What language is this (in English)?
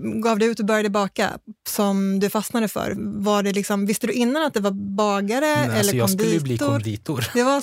Swedish